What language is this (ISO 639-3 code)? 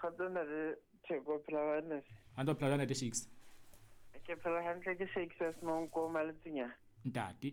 sot